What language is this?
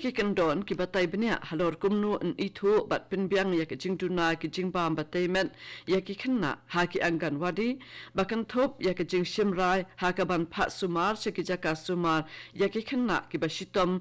Khasi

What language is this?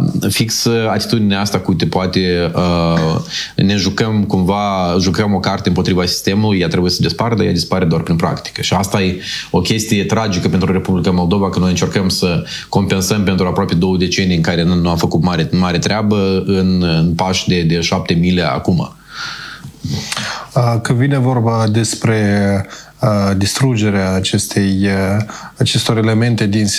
Romanian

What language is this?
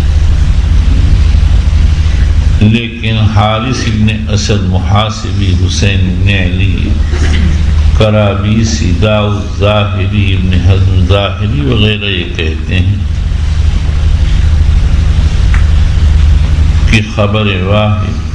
Urdu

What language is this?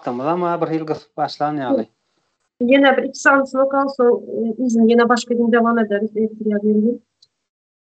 Turkmen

